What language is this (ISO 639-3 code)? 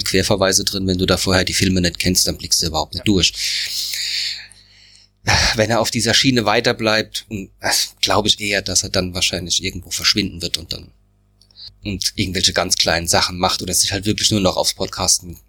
deu